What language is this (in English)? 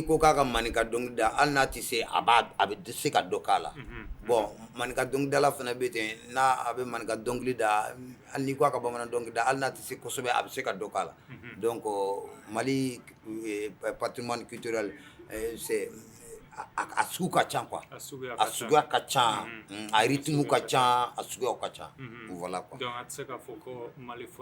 Bambara